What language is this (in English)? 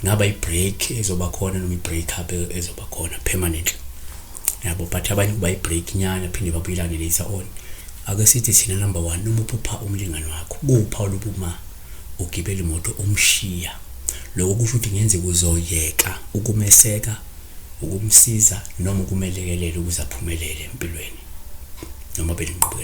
Zulu